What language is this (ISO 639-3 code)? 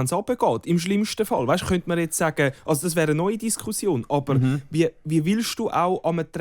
gsw